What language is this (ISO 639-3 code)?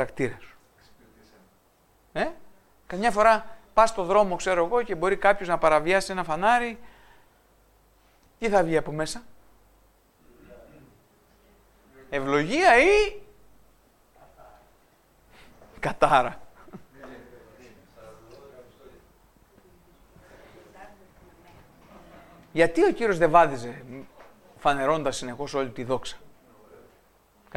ell